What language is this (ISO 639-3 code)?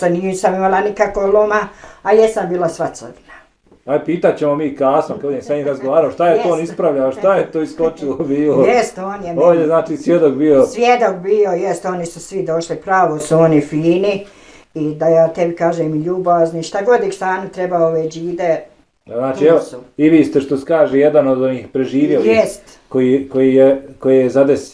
bos